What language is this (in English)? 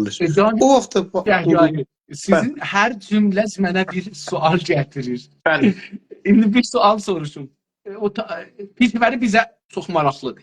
South Azerbaijani